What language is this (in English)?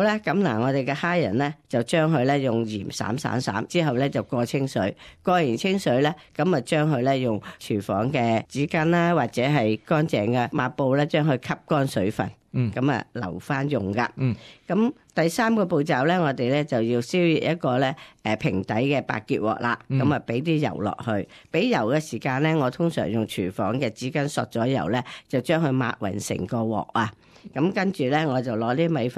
Cantonese